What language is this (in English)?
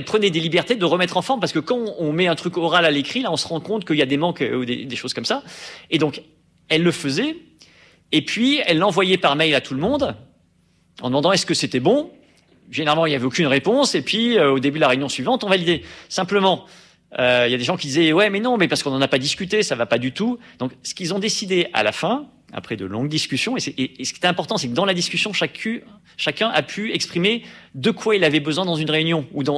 French